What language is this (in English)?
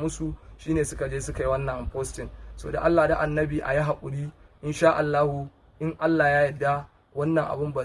Hausa